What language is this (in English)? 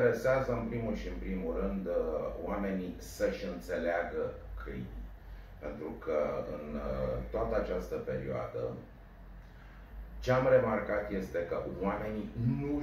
Romanian